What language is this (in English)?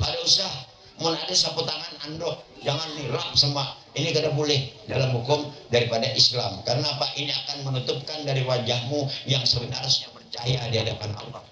Banjar